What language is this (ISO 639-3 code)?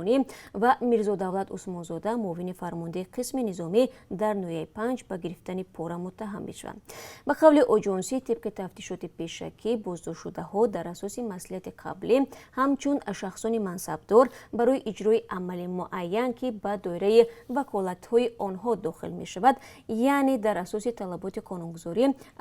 tgk